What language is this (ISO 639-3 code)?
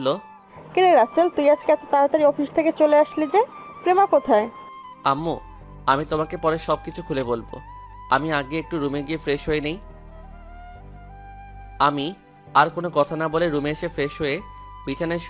ben